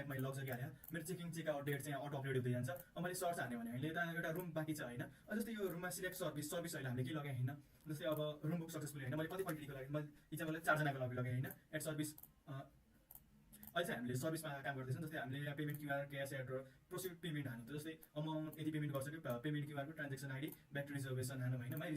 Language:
Nepali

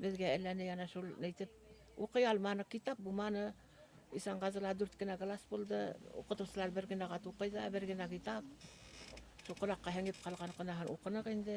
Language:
Bashkir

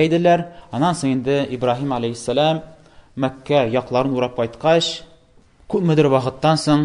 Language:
Tatar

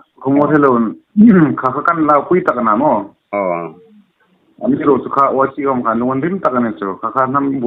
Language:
Hmar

